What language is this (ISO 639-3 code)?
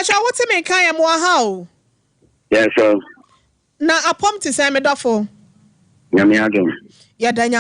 aka